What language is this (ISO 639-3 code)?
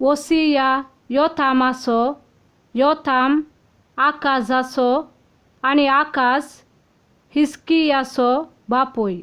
kok